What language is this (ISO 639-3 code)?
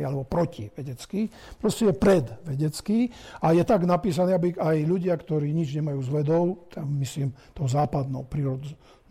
slk